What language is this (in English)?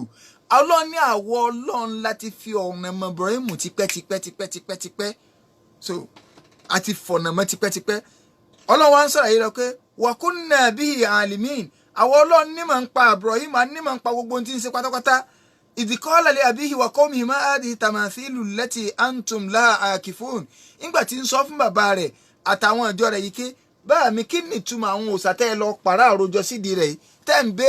Yoruba